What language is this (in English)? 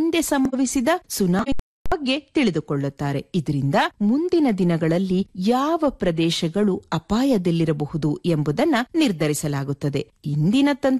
Kannada